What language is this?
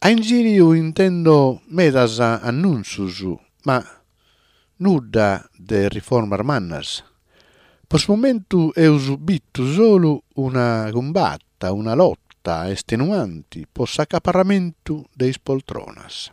Sardinian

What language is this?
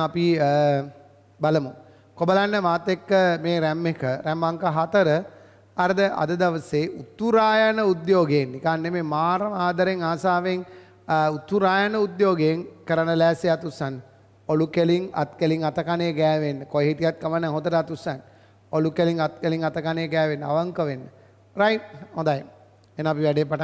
Sinhala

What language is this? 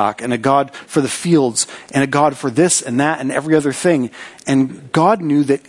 English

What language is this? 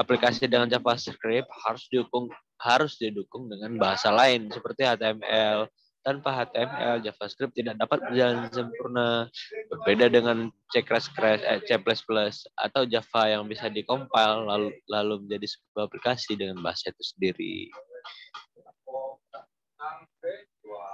Indonesian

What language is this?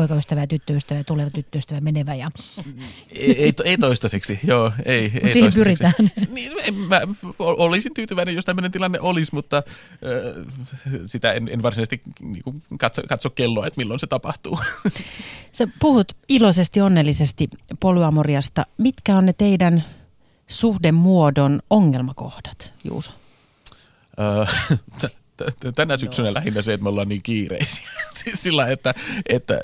Finnish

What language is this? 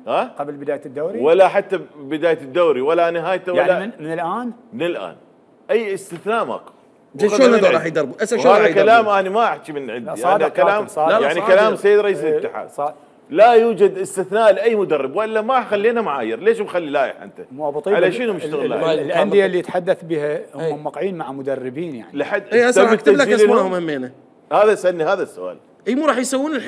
Mesopotamian Arabic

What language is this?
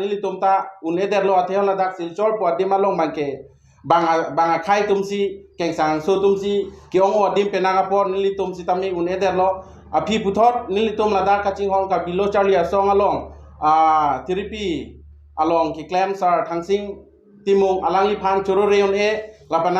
Karbi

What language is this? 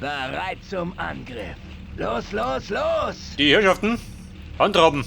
Bavarian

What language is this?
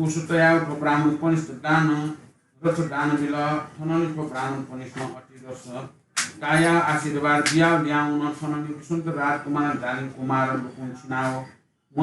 Newari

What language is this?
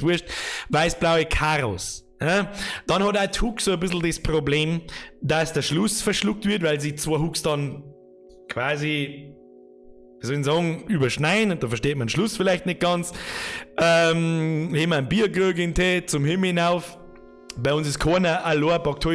Bavarian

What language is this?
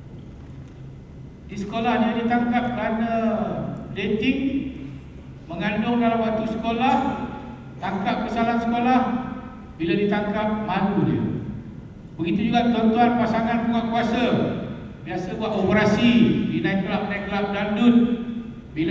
Malay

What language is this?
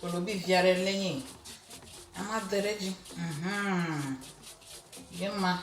Ewe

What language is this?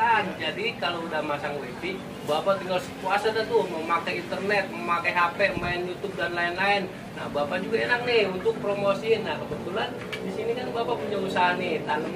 Betawi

